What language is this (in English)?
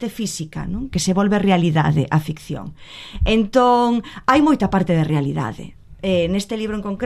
Galician